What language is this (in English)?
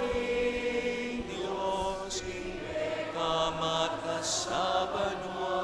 Pampanga